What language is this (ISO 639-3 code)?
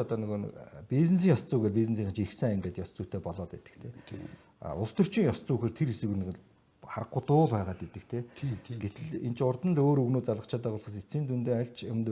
mon